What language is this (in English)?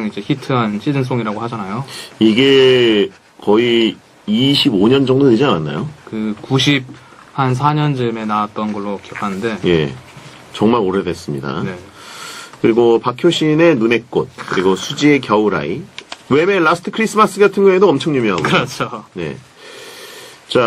Korean